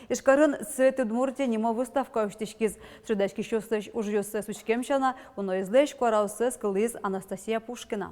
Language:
Udmurt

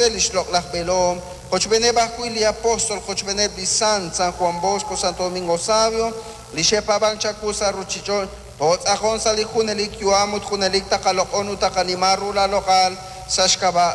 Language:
Kekchí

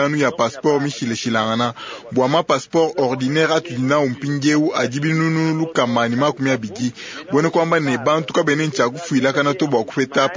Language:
Luba-Lulua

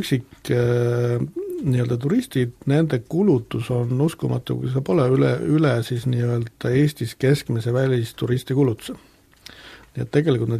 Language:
Estonian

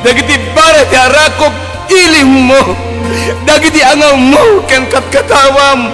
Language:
Iloko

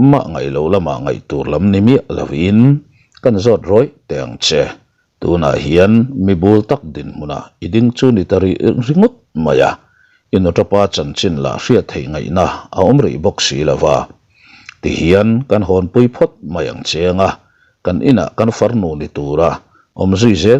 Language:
Mizo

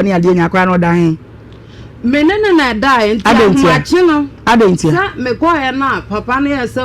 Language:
Akan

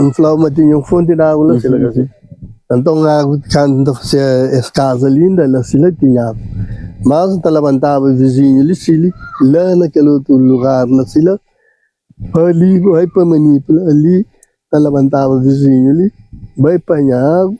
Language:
Kabuverdianu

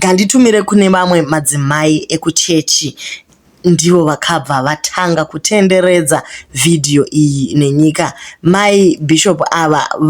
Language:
Shona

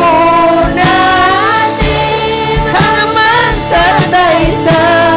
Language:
Ayacucho Quechua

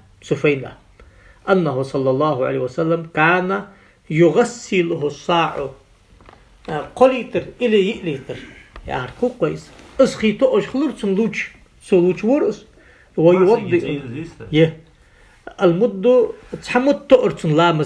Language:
Ingush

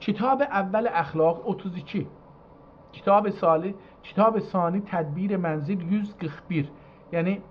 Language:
South Azerbaijani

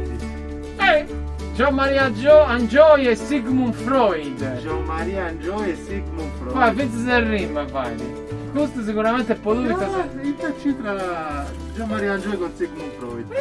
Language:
Sardinian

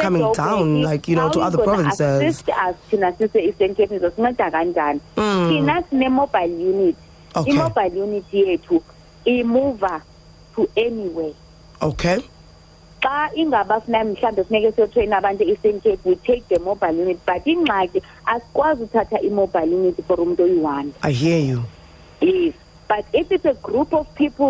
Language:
Xhosa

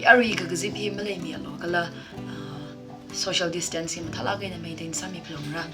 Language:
Tangkhul Naga (India)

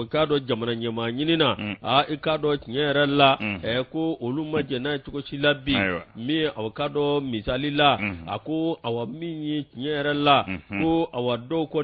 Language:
Bambara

